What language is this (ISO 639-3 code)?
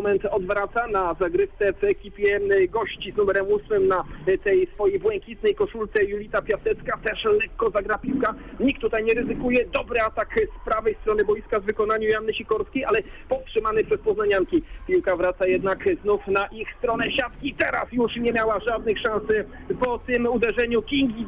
pol